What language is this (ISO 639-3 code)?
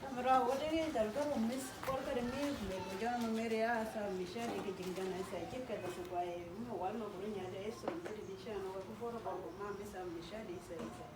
udu